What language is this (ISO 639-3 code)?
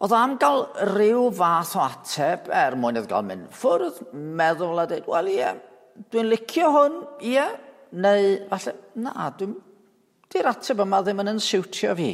cym